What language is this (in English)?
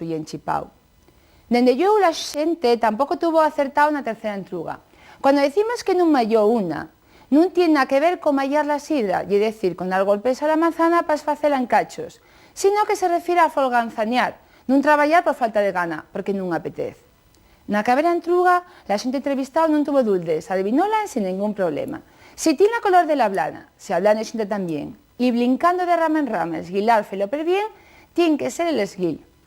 Asturian